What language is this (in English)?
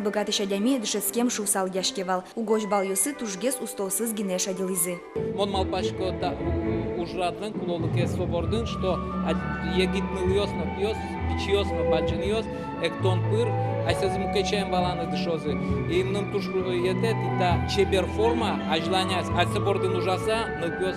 Udmurt